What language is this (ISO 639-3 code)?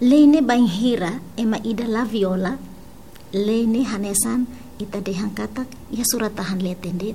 tet